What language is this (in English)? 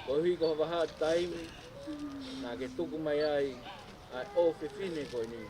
Tongan